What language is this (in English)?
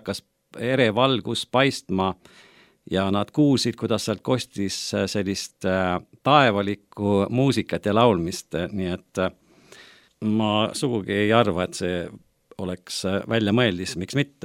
Estonian